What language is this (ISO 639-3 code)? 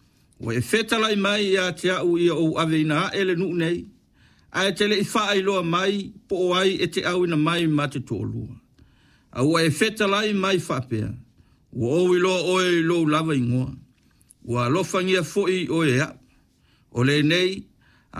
smo